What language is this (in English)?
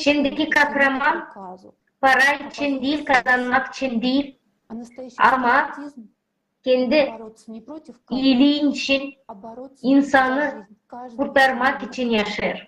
Gagauz